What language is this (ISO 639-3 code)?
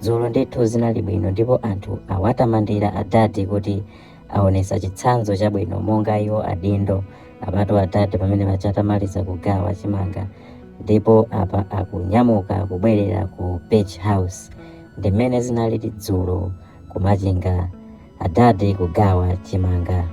nya